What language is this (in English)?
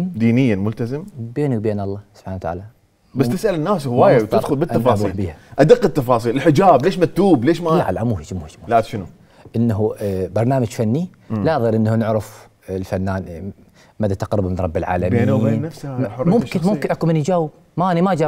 Mesopotamian Arabic